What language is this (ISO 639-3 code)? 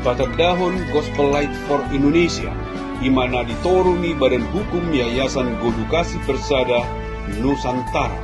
bbc